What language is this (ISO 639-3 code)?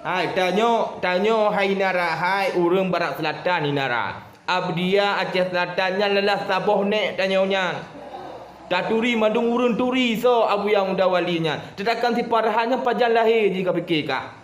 ace